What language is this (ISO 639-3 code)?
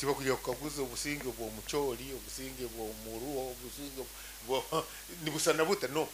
nyn